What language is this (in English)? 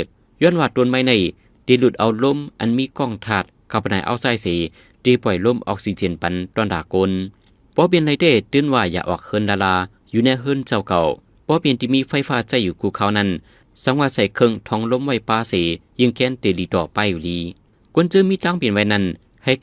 Shan